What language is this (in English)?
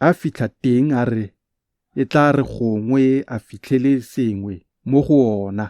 Tswana